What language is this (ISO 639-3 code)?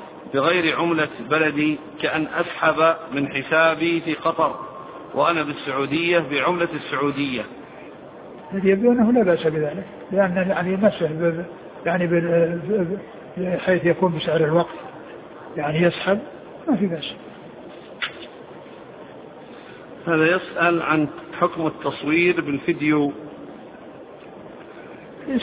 ara